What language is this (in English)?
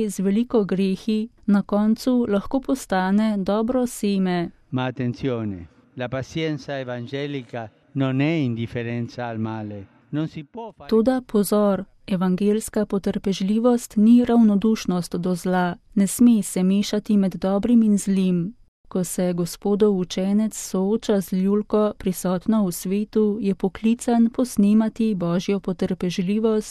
Slovenian